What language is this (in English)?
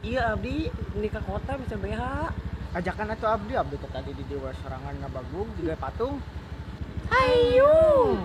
Sundanese